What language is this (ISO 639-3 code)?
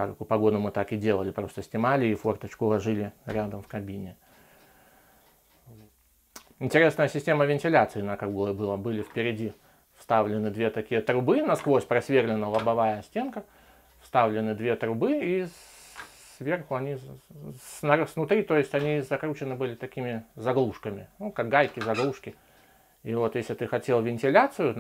rus